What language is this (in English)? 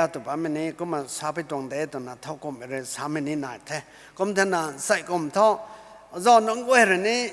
Rongmei Naga